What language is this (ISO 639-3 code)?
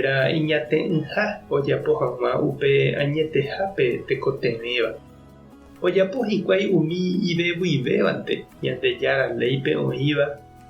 grn